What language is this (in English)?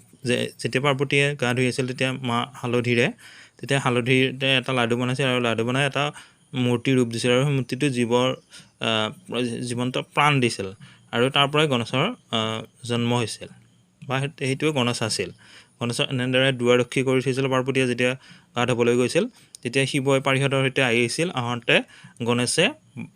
Assamese